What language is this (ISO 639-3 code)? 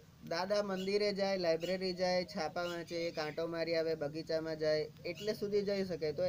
guj